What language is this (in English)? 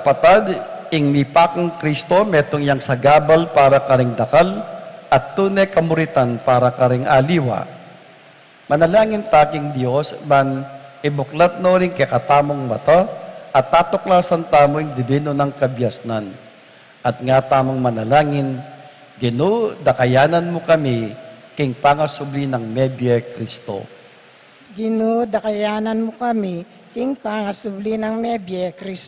Pampanga